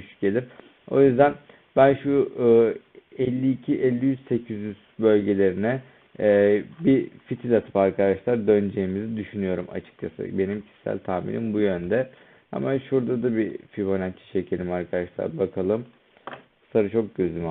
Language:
Turkish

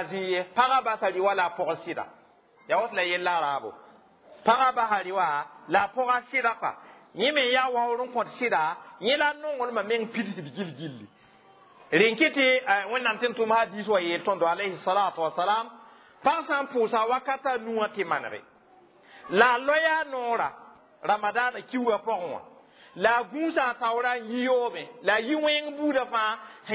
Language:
Mossi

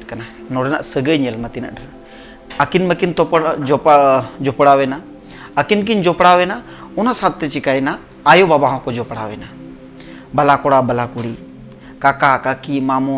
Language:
Santali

